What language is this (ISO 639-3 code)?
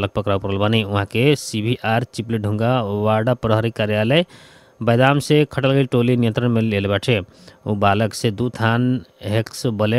bho